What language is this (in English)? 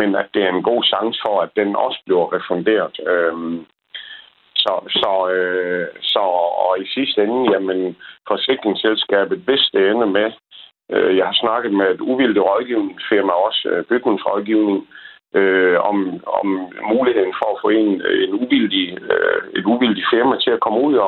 Danish